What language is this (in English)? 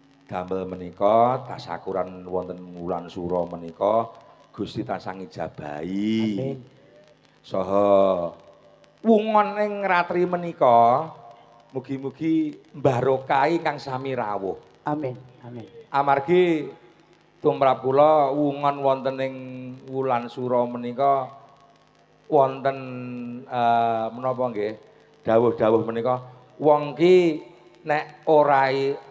Javanese